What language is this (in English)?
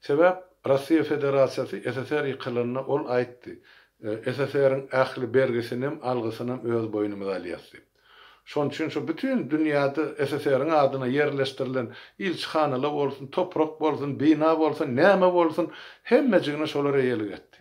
Turkmen